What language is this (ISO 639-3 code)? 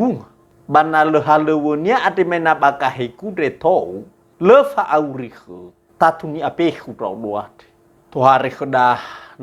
nia